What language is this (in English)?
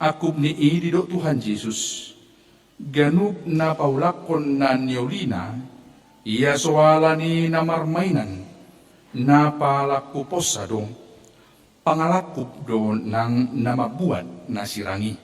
Batak Toba